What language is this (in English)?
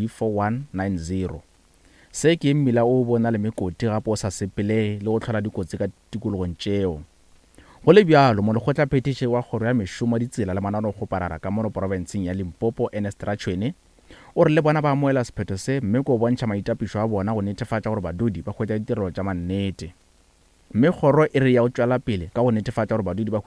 Northern Sotho